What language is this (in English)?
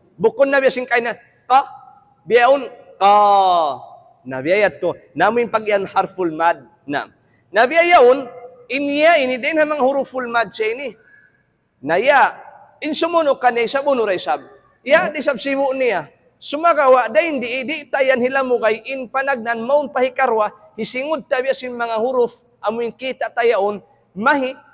Tausug